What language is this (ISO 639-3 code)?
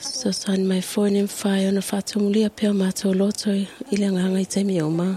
smo